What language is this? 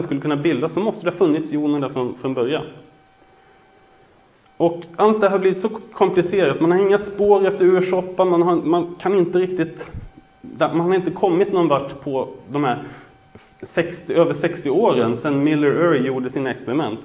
Swedish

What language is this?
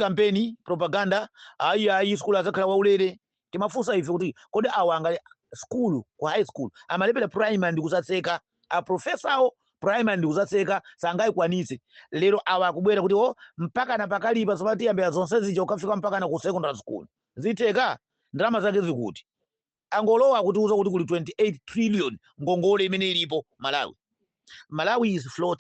Nyanja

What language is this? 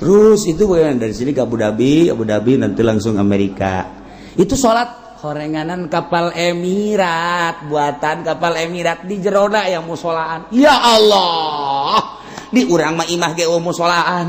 Sundanese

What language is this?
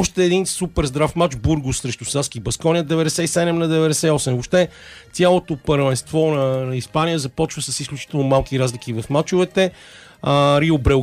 Bulgarian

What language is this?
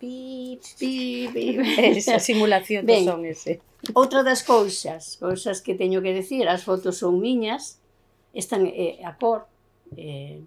Galician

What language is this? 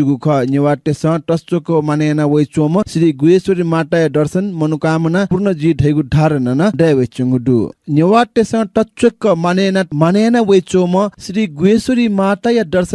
Newari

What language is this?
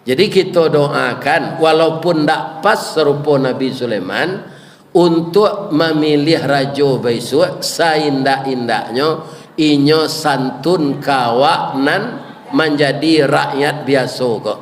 Minangkabau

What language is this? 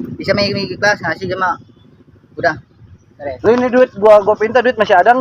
Betawi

